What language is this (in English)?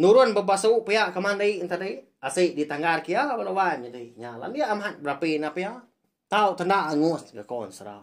Iban